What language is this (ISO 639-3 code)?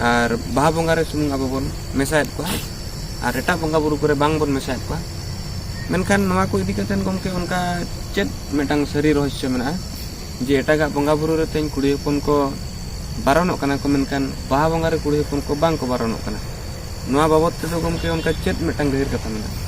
sat